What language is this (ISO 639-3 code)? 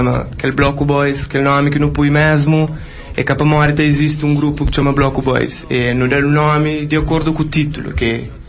kea